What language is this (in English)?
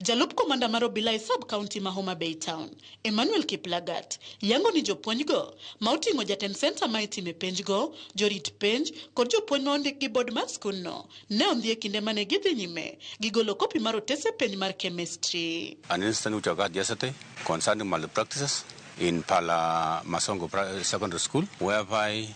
Luo (Kenya and Tanzania)